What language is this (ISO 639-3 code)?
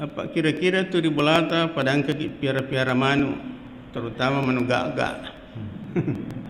bug